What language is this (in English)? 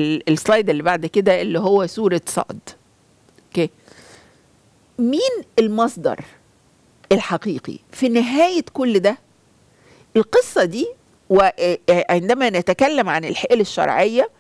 Egyptian Arabic